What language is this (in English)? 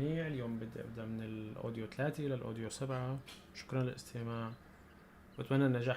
North Levantine Arabic